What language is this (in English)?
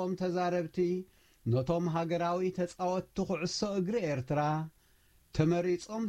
Tigrinya